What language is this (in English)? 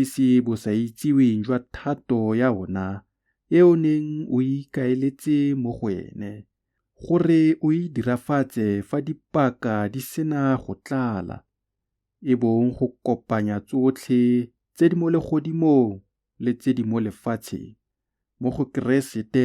Tswana